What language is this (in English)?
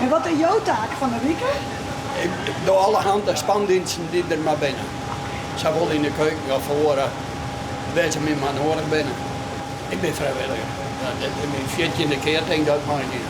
Western Frisian